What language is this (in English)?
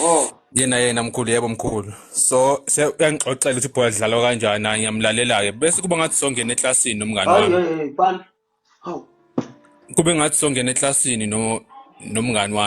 Zulu